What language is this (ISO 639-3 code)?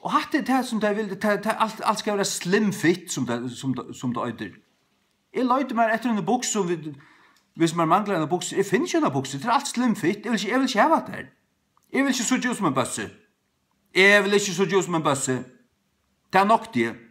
fao